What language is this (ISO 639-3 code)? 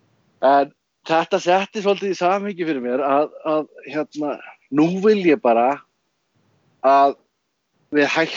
isl